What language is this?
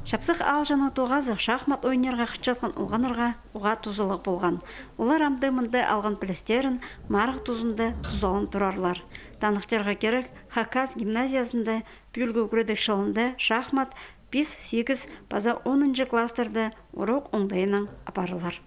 Khakas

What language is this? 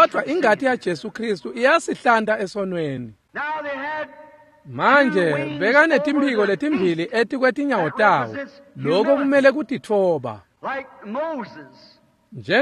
Swati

